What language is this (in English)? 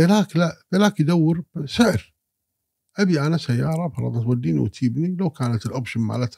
Gulf Arabic